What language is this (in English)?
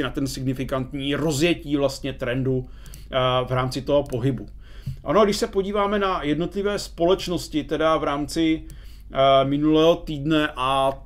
Czech